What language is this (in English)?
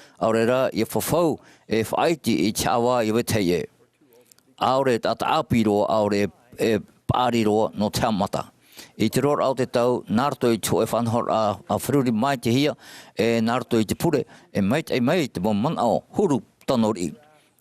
Tahitian